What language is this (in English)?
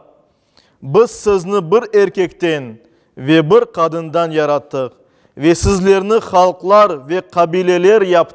Crimean Tatar